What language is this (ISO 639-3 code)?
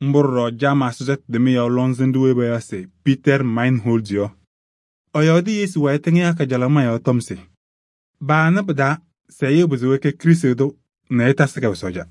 kbp